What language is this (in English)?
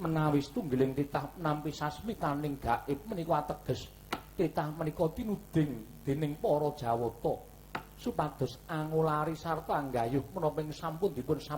Javanese